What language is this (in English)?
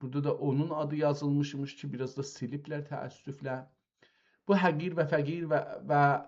South Azerbaijani